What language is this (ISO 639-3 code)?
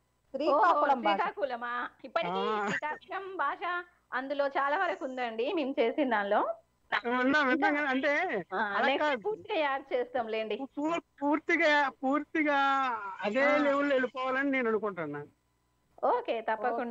tel